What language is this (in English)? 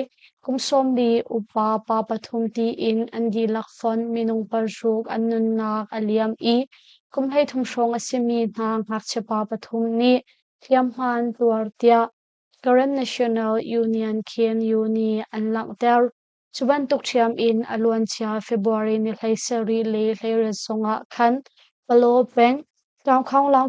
Hakha Chin